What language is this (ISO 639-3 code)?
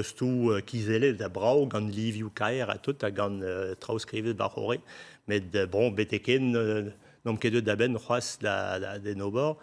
bre